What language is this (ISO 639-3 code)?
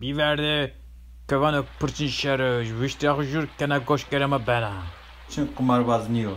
zza